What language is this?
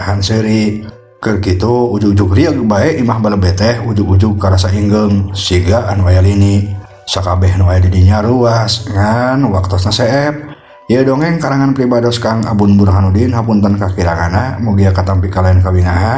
Sundanese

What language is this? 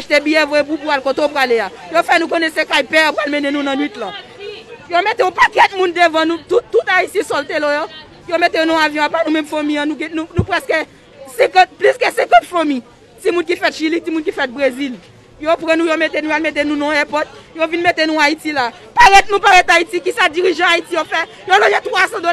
Haitian Creole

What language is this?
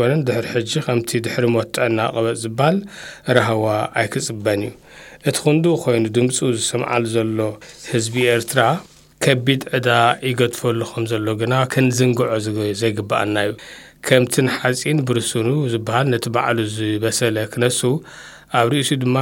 Tigrinya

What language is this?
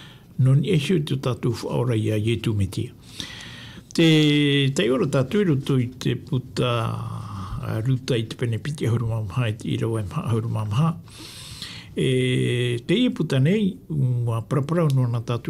Tahitian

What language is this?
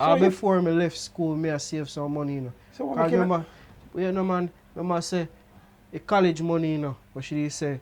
Jamaican Creole English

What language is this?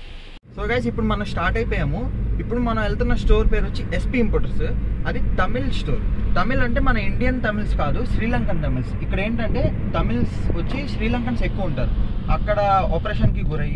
Telugu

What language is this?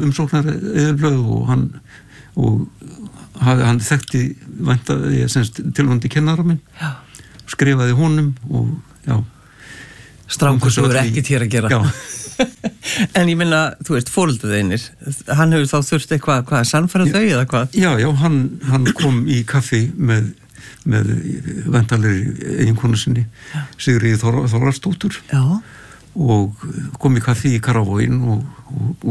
Icelandic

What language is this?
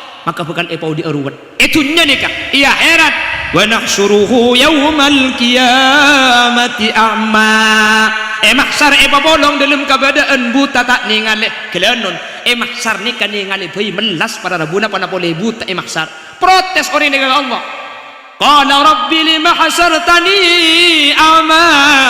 Madurese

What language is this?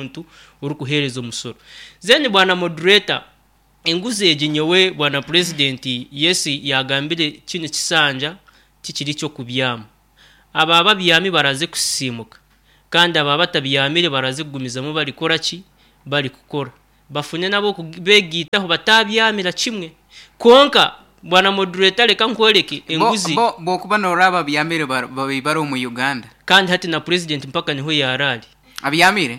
Nyankole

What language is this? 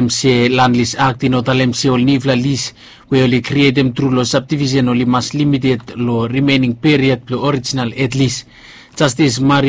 Bislama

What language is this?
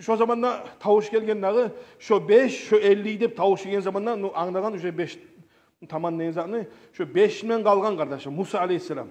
Kumyk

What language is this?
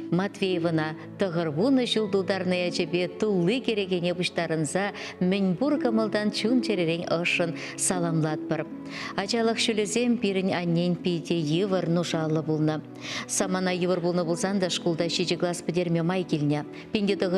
Chuvash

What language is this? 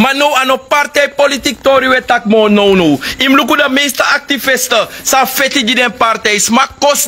Sranan Tongo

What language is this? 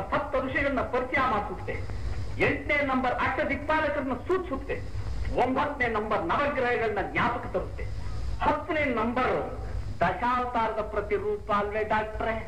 Kannada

